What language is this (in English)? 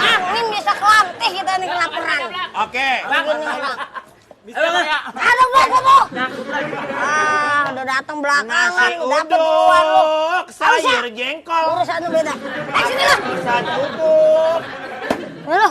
Betawi